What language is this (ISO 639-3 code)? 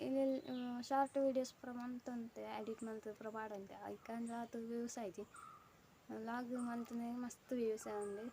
tcy